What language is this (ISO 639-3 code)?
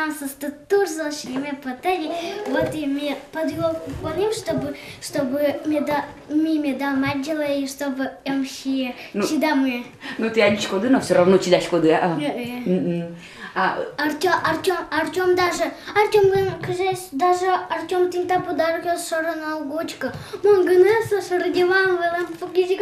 udm